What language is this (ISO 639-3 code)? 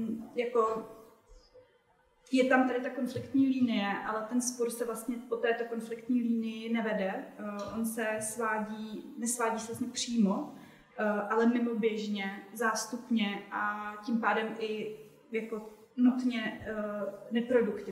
ces